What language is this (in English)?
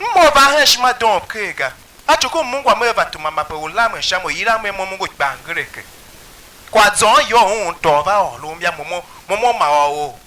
Tiv